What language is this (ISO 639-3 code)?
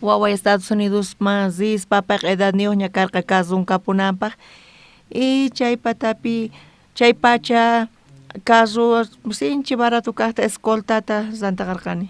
quh